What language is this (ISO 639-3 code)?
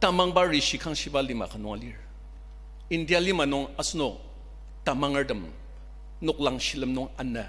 njo